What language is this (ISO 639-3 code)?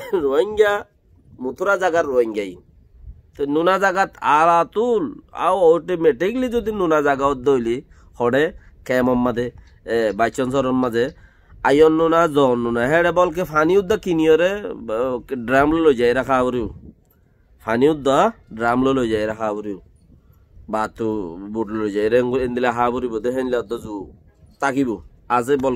rhg